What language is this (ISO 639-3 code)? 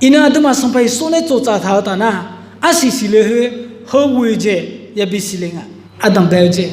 ahk